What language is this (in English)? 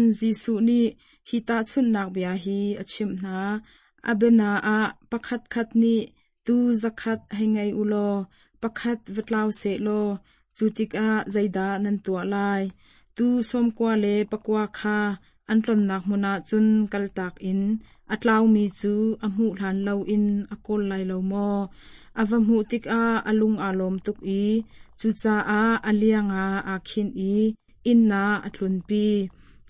Hakha Chin